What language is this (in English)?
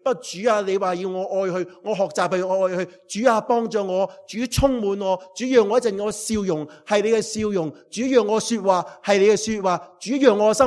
Cantonese